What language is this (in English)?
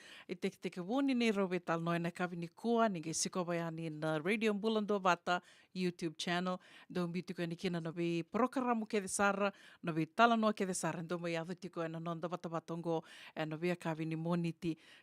Fijian